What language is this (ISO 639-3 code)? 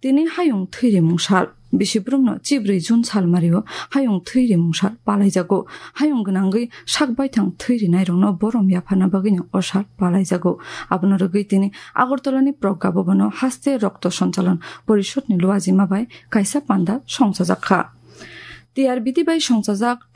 trp